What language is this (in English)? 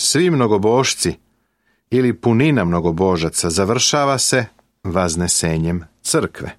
Serbian